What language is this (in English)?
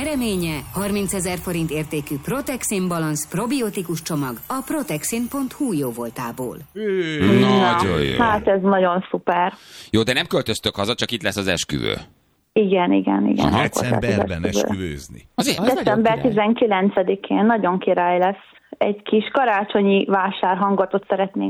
Hungarian